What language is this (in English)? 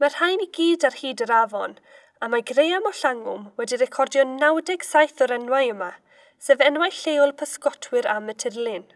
Welsh